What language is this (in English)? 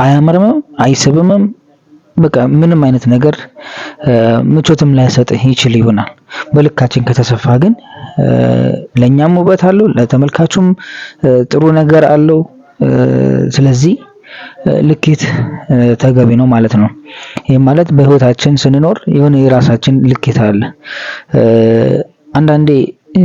Amharic